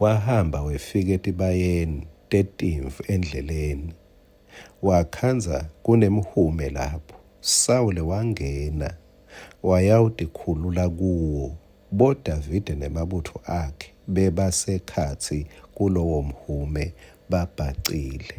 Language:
Swati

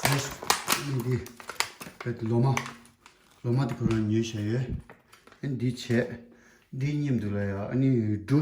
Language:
Tibetan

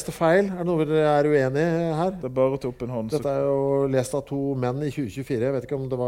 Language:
Norwegian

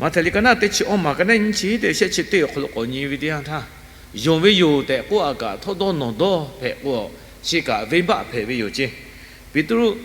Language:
Lahu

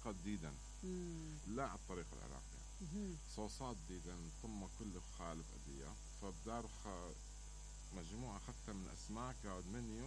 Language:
Mesopotamian Arabic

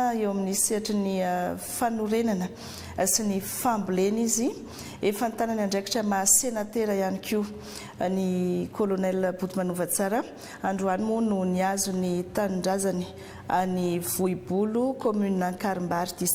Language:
Malagasy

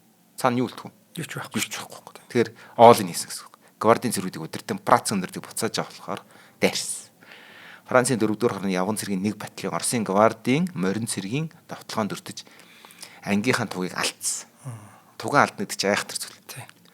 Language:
Mongolian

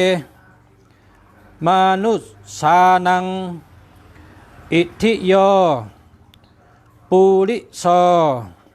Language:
Shan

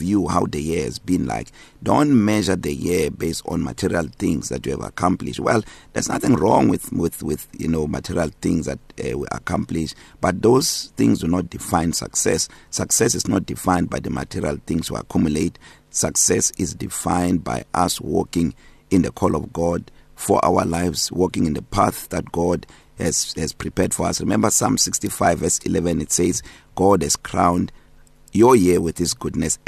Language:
English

